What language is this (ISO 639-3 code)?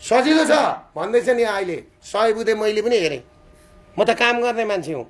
nep